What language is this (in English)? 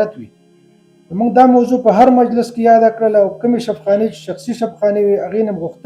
Pashto